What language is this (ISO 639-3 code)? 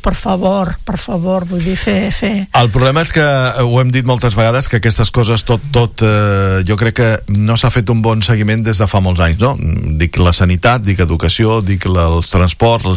cat